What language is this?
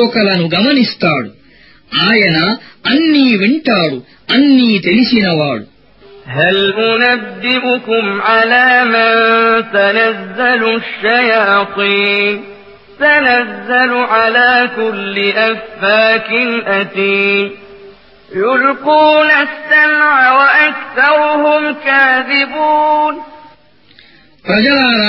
Telugu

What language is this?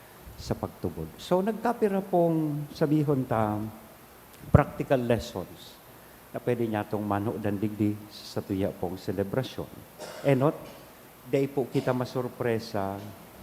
Bikol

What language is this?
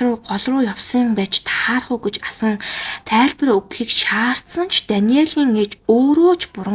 Mongolian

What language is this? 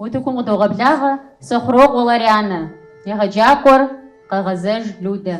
Kabardian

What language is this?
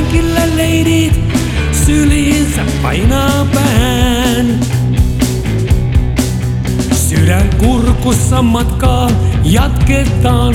Finnish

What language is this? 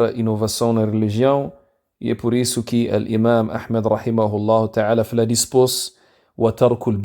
Kabuverdianu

